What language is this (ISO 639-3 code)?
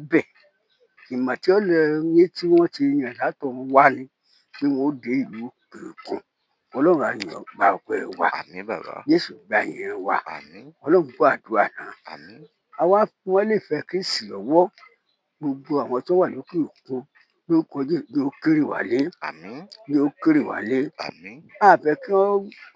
yor